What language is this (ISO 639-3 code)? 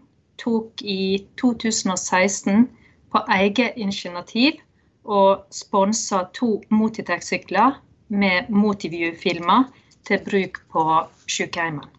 nor